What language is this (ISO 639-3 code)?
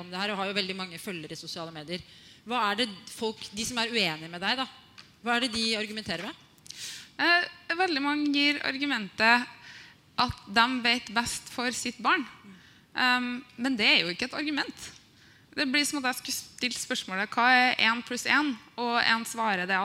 nor